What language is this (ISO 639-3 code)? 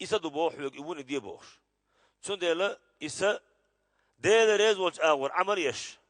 che